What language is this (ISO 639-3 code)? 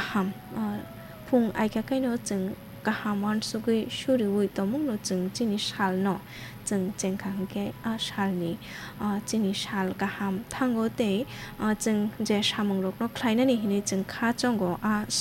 trp